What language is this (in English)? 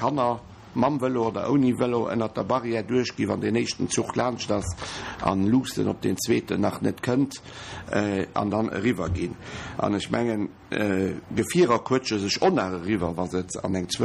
Luxembourgish